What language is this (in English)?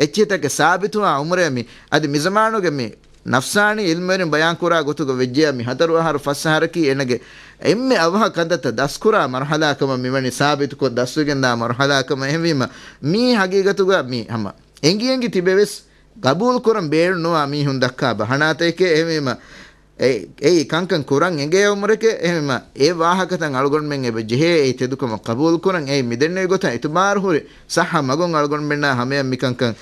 Divehi